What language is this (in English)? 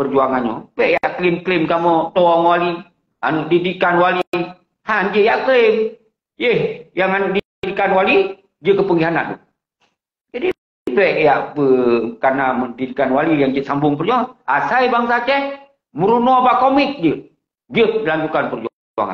Achinese